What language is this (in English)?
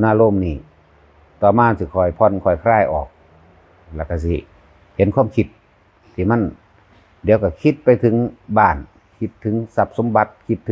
Northeastern Thai